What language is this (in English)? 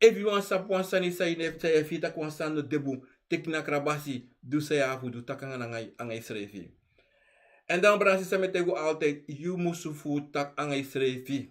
Sranan Tongo